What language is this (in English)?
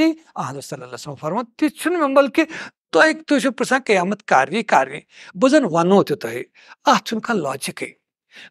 Kashmiri